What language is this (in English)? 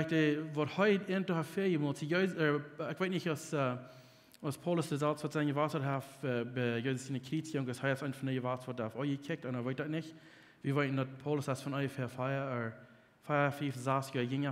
Plautdietsch